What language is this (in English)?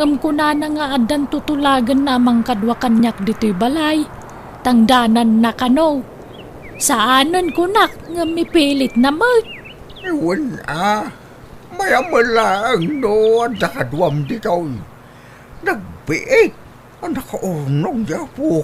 Iloko